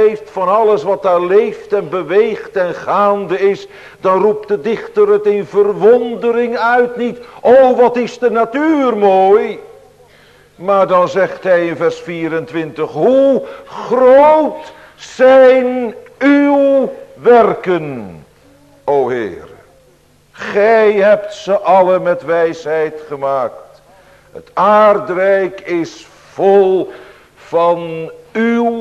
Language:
Dutch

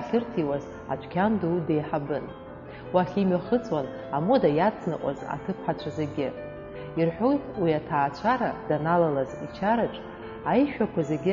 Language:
Abkhazian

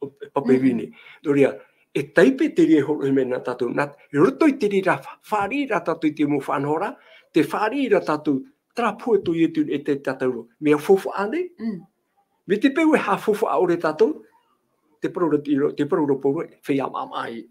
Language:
Tahitian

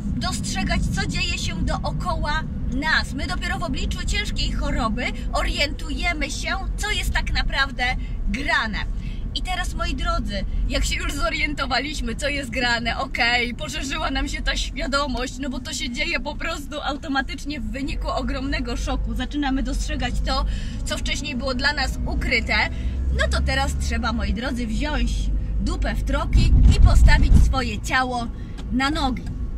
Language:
Polish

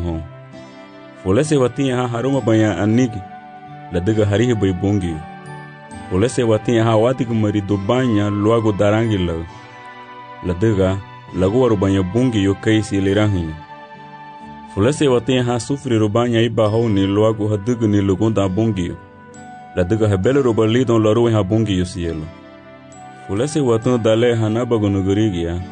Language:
Garifuna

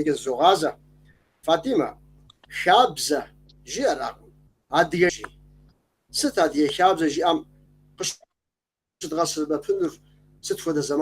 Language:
Kabardian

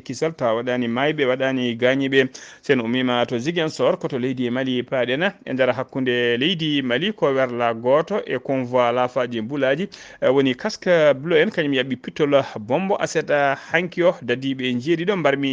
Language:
Fula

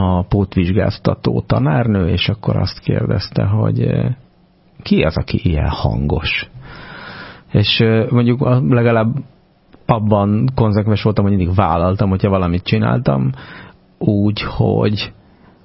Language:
Hungarian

